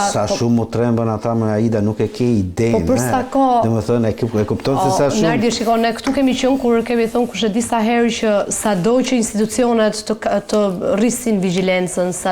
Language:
Albanian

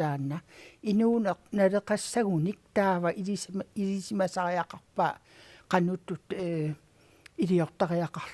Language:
Kalaallisut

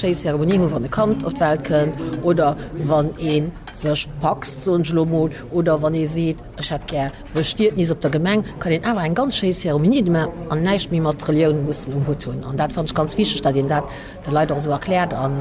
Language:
Luxembourgish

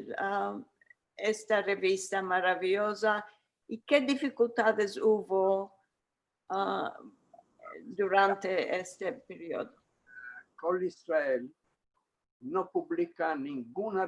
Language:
Ladino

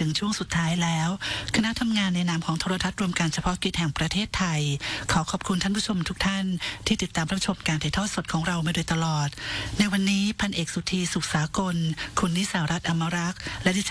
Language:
Thai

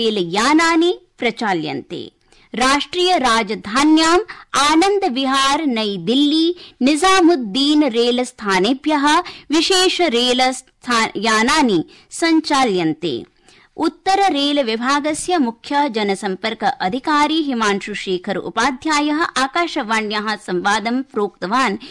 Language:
Sanskrit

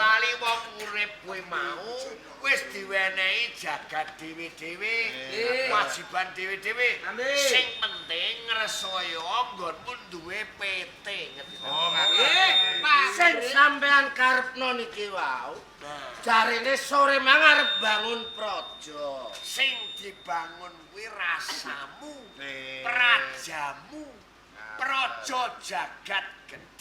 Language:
Javanese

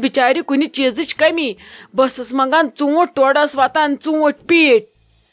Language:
Kashmiri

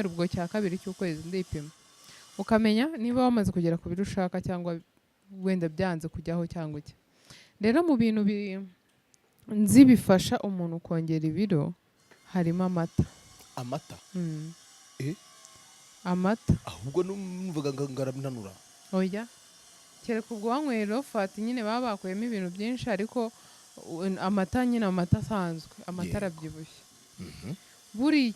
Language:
Kinyarwanda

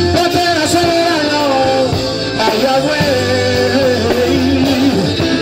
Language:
French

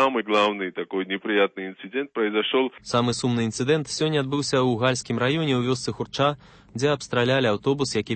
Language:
Belarusian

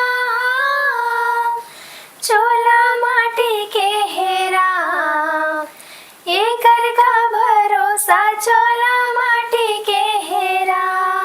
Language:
Chhattisgarhi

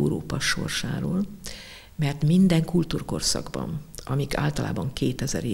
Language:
Hungarian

